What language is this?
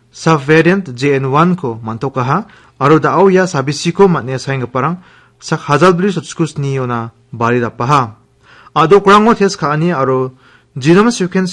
Garo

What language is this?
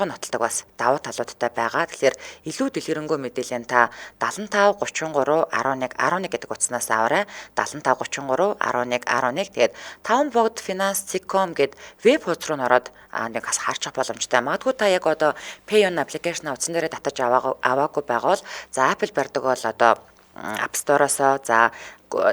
Mongolian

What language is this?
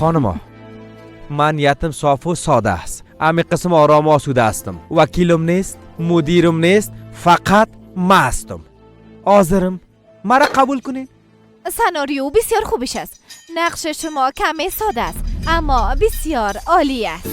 Persian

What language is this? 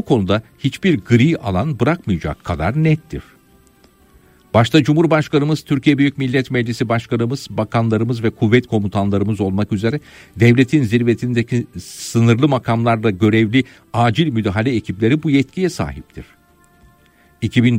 Turkish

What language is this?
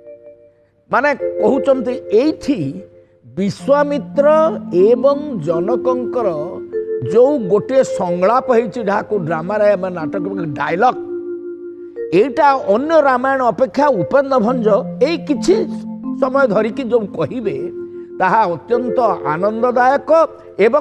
Odia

